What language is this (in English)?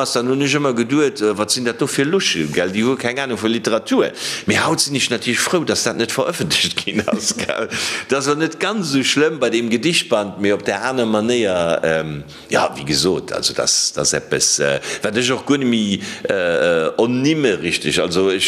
Luxembourgish